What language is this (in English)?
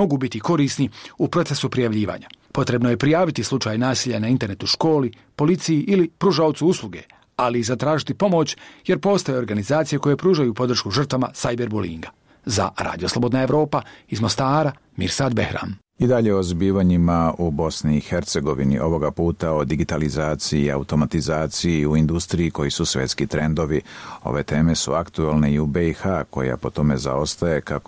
Bosnian